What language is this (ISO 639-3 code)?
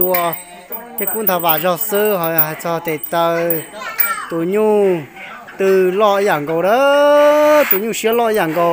hmn